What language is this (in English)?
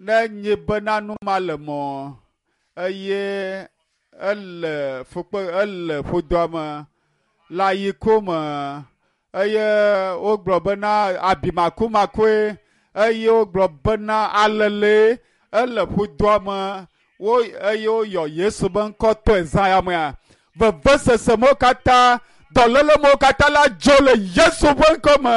Ewe